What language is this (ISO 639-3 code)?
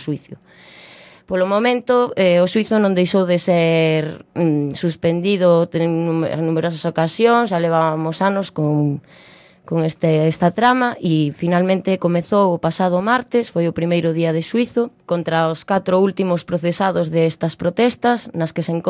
glg